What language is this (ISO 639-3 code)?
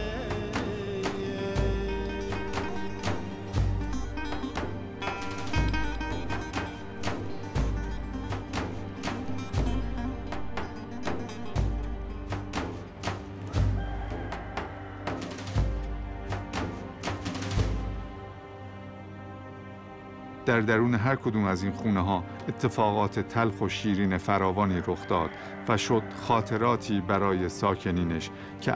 fas